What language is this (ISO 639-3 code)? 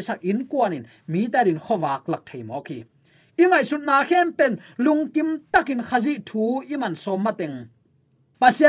ctd